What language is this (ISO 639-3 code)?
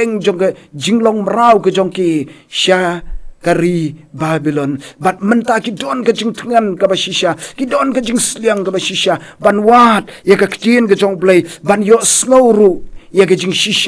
kha